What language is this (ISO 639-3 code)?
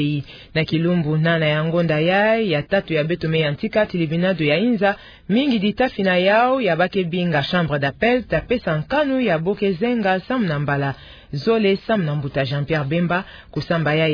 ktu